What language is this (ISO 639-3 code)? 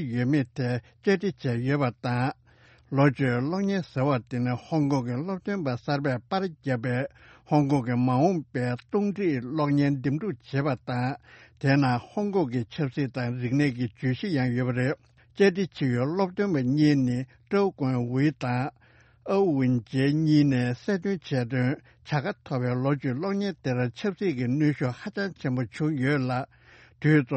bod